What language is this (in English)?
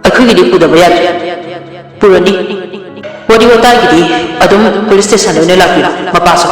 Manipuri